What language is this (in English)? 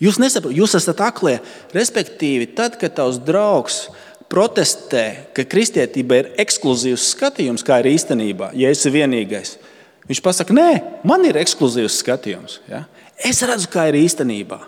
Latvian